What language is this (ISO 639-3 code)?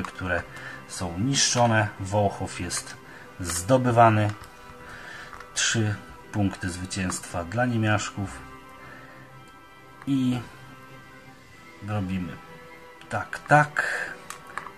pol